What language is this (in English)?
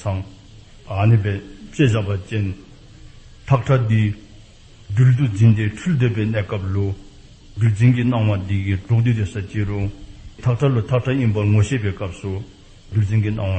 Dzongkha